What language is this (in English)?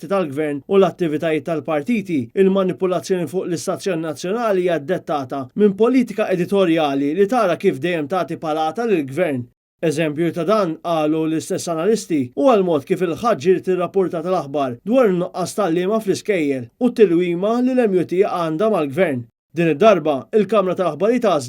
Maltese